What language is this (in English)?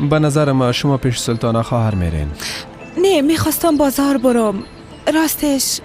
Persian